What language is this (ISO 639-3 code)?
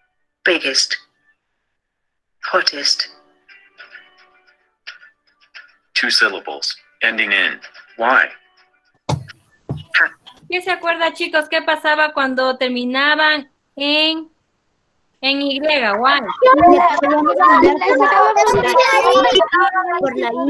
spa